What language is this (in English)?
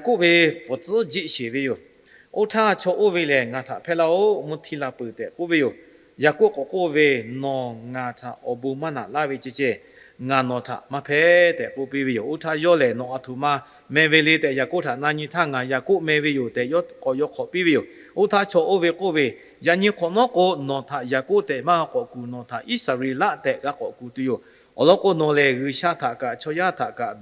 Lahu